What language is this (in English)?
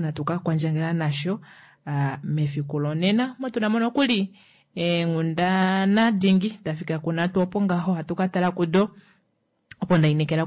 Kuanyama